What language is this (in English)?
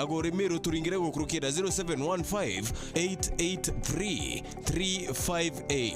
Meru